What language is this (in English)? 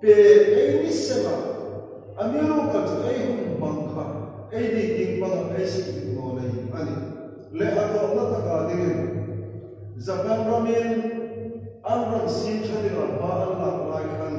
Hmar